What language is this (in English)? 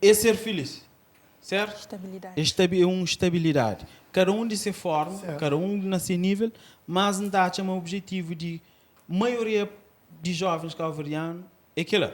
Kabuverdianu